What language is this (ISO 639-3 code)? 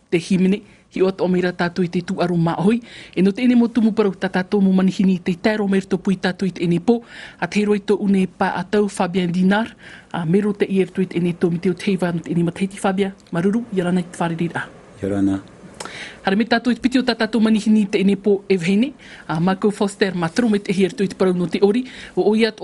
tah